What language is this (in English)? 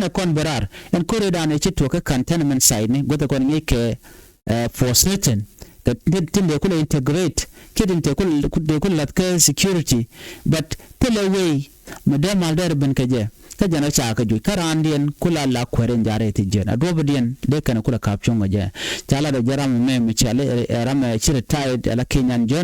Nuer